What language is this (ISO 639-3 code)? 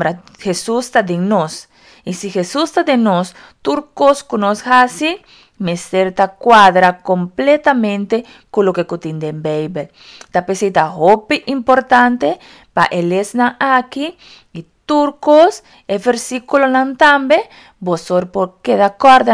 pap